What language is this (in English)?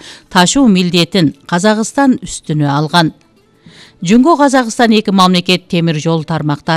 Kyrgyz